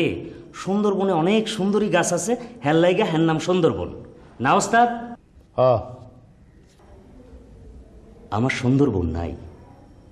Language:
Bangla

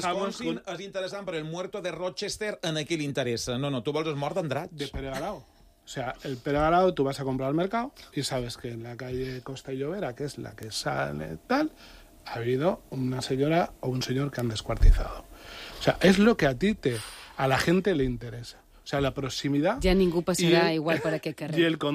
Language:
Catalan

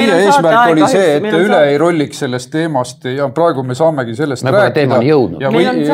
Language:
Estonian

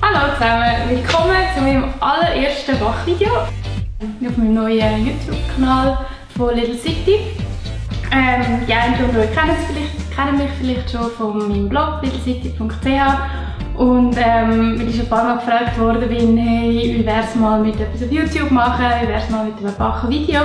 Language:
Swiss German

